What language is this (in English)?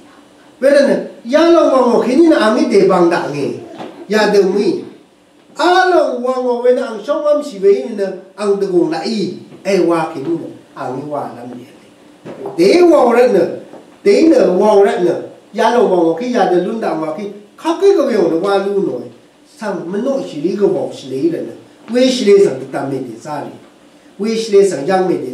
Rawang